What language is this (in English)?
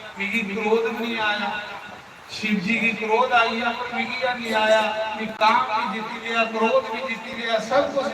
Dogri